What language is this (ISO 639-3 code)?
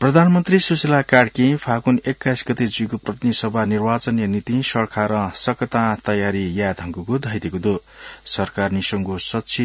new